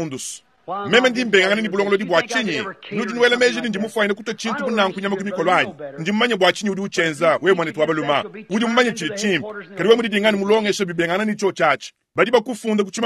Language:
Luba-Lulua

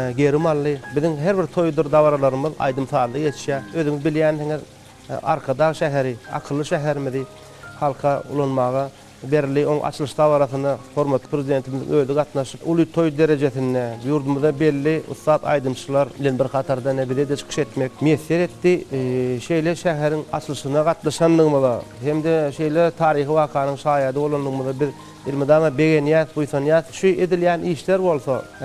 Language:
Turkmen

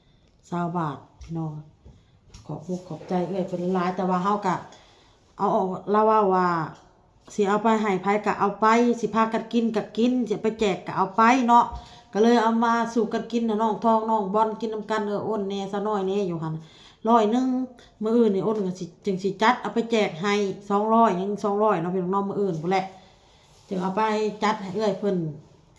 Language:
Northeastern Thai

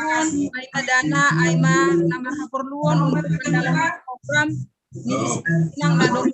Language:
Batak Simalungun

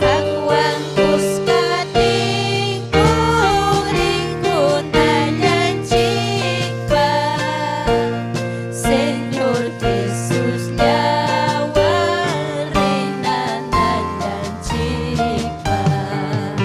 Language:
Ayacucho Quechua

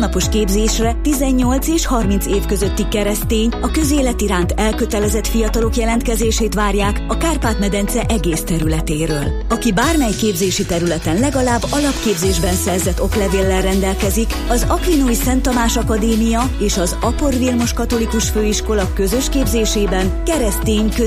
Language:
Hungarian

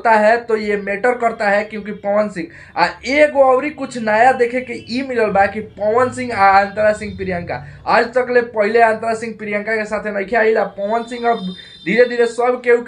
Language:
Bhojpuri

